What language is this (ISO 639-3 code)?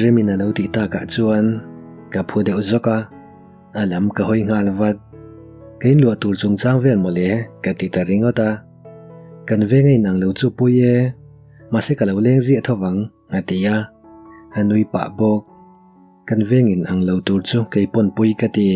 lus